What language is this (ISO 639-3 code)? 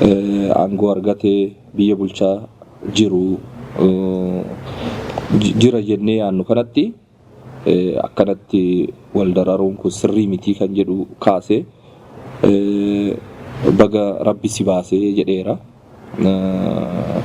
orm